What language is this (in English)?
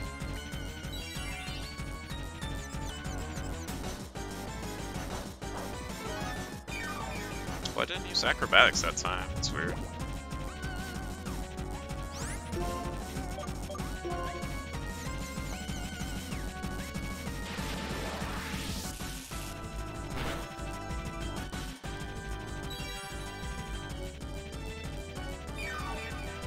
English